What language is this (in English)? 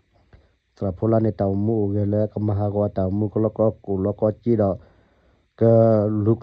S'gaw Karen